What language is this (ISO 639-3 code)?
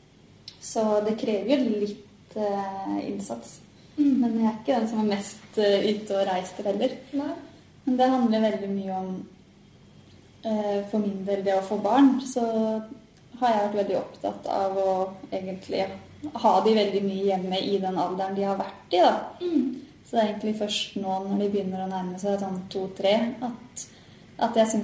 nor